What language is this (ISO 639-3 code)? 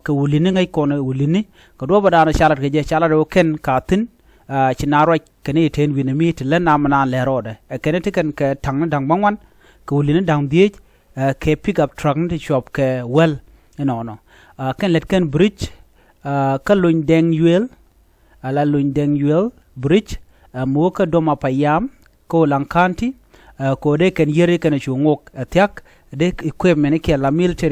nus